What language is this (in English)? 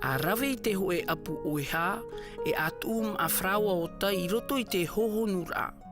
Tahitian